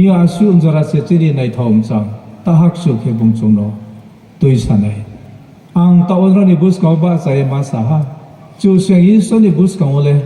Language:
Riang (India)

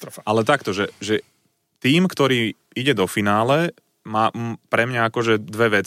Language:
Slovak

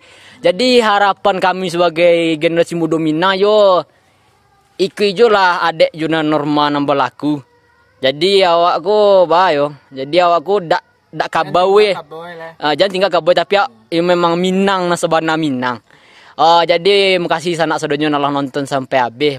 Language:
Minangkabau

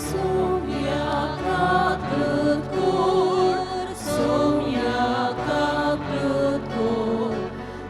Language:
Konkani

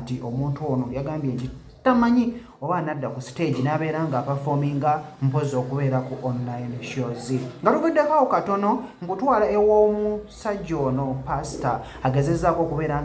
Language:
Ganda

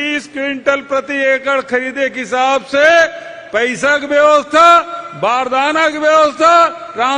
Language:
Chhattisgarhi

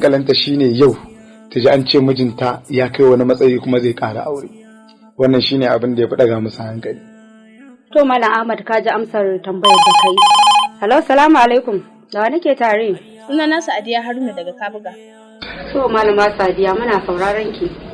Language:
Hausa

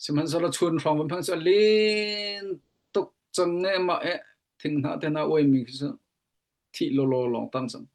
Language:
Hakha Chin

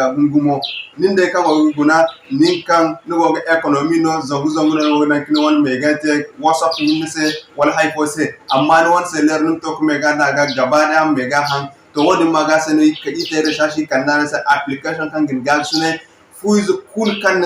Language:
Zarma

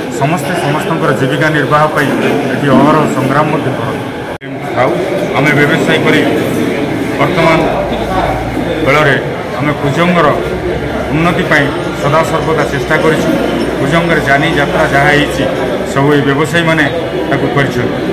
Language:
Odia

